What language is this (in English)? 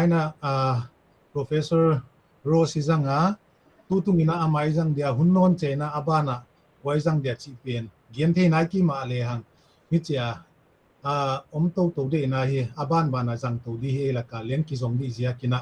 Paite Chin